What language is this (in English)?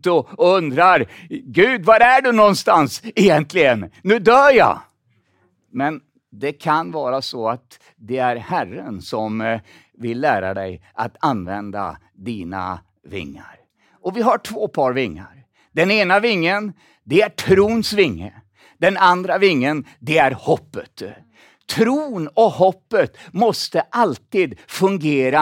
Swedish